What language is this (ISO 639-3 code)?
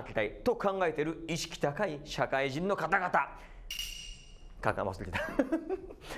jpn